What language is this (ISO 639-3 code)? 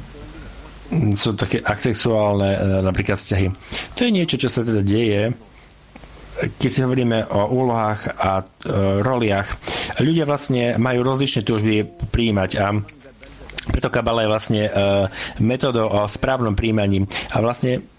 slk